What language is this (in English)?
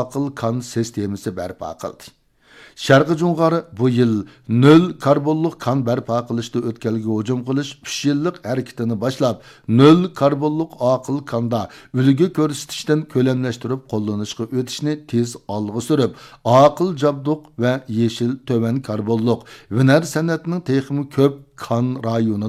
Uyghur